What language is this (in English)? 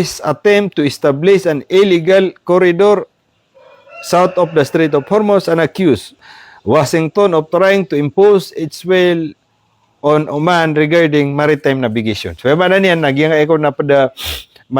Maranao